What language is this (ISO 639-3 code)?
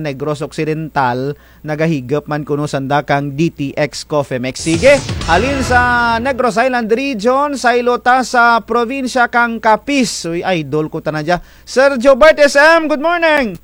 krj